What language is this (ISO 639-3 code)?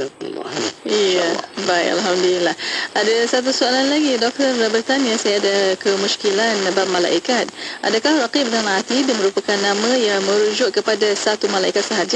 msa